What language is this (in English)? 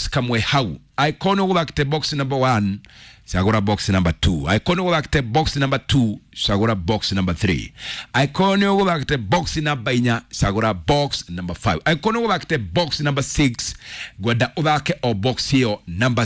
Kikuyu